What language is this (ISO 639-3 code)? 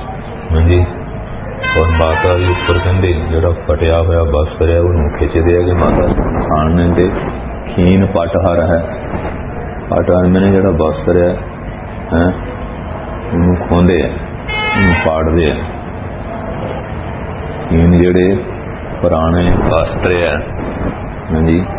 pan